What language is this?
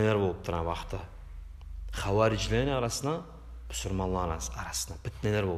Kumyk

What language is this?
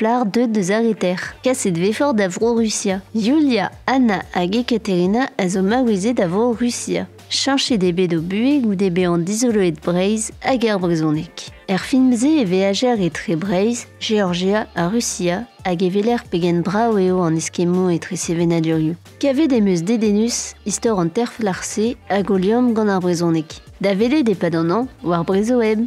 Breton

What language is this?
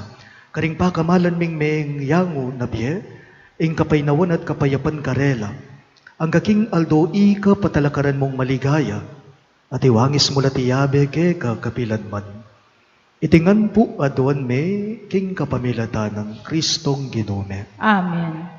Pampanga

